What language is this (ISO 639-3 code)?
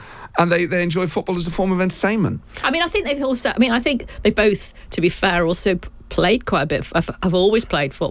eng